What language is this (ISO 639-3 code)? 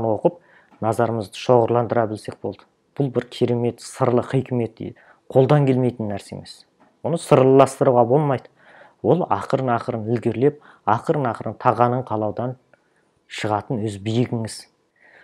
kaz